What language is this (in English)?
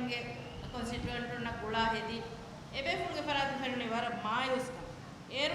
Divehi